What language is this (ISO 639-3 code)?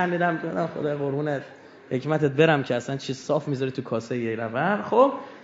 fas